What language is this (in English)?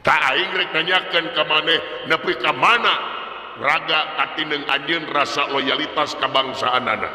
Sundanese